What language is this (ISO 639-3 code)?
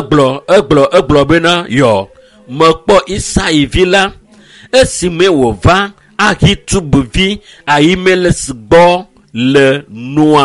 ewe